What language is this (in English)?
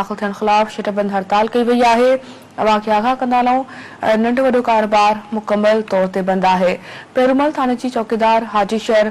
Sindhi